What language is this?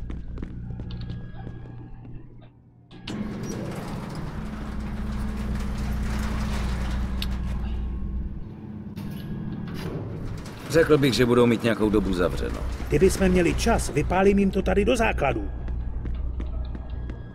Czech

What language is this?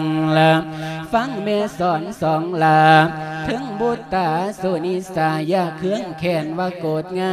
Lao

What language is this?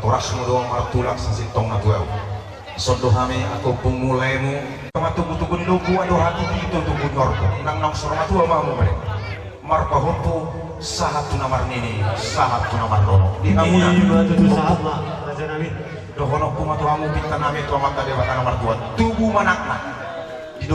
Batak Toba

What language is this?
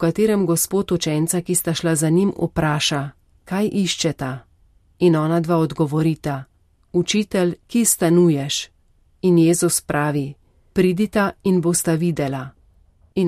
Slovenian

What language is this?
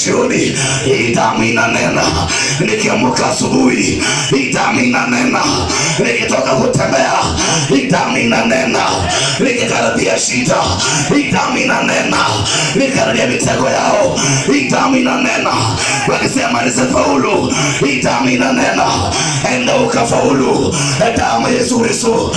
Swahili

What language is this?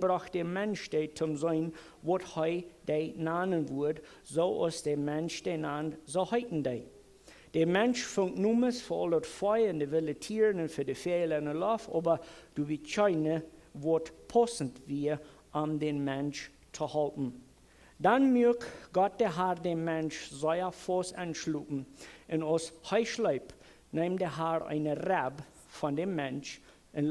Plautdietsch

